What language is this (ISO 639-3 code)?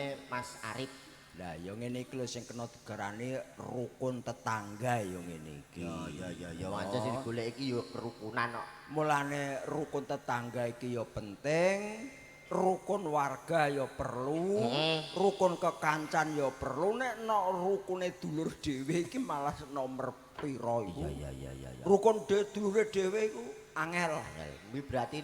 jav